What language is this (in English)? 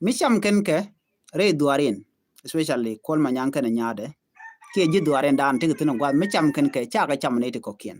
Nuer